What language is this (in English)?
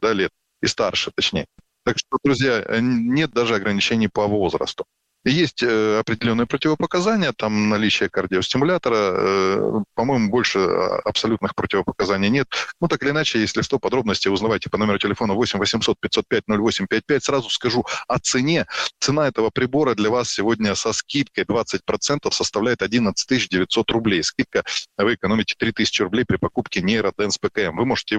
Russian